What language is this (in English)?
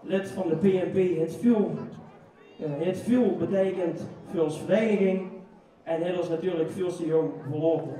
Limburgish